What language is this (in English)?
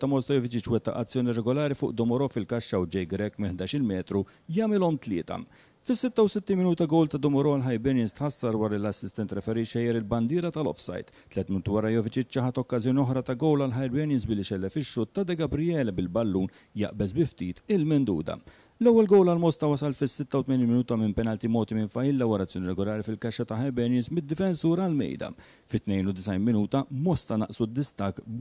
Maltese